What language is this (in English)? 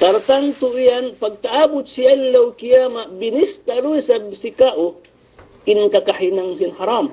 Yakan